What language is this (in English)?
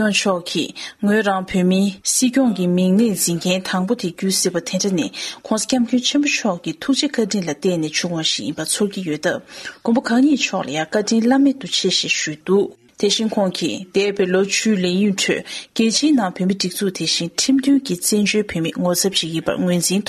Tibetan